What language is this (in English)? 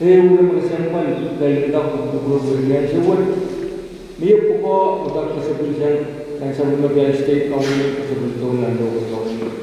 Pohnpeian